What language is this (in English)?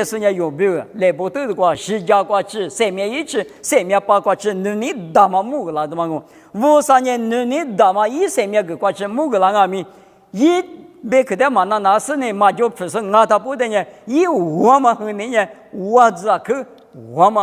Lisu